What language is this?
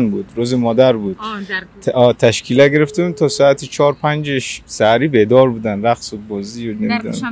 Tajik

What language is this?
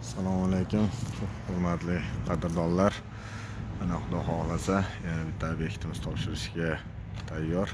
Uzbek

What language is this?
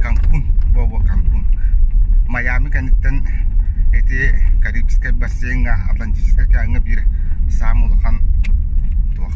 Yakut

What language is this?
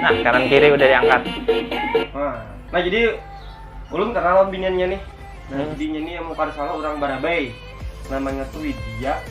Banjar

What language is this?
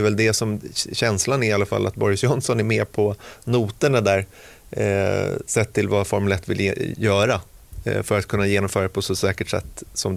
Swedish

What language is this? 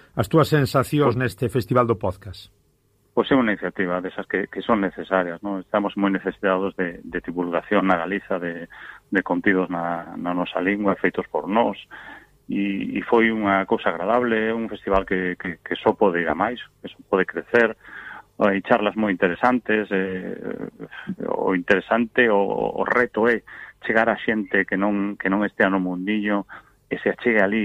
Galician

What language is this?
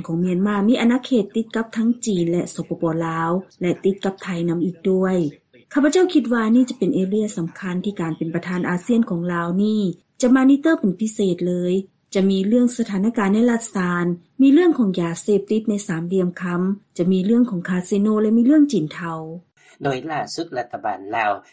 Lao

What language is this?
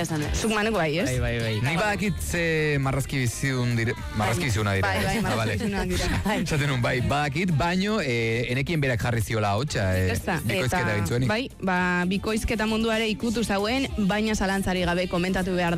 Basque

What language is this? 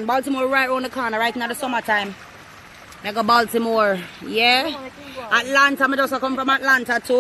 Jamaican Creole English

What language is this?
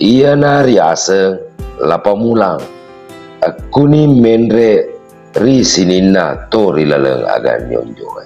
Buginese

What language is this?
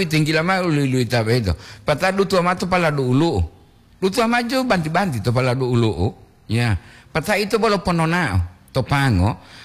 Gorontalo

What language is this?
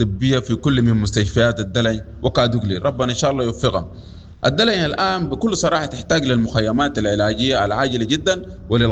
Sudanese Arabic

